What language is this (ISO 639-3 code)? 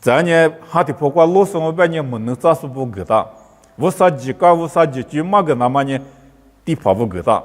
lis